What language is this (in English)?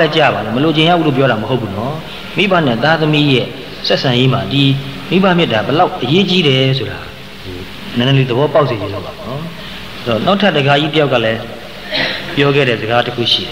Burmese